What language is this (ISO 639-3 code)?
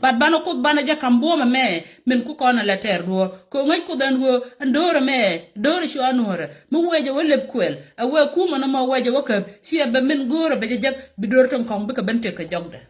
nus